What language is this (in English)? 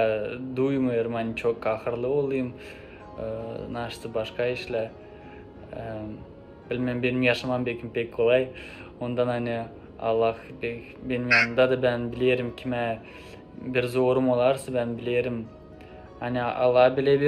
Gagauz